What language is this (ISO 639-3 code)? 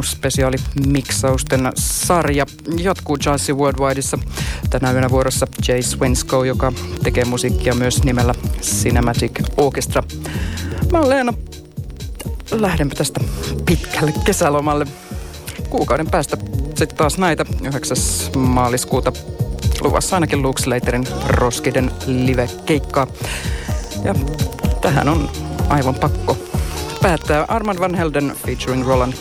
fin